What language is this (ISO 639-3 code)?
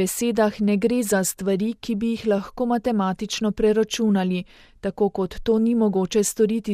slv